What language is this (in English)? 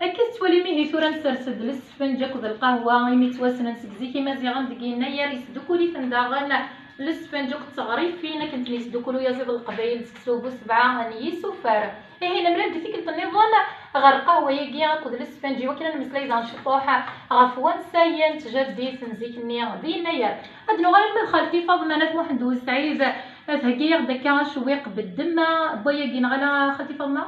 Kabyle